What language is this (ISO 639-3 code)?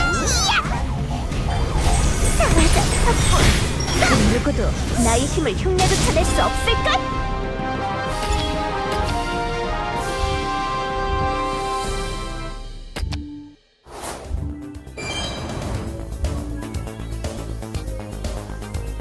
kor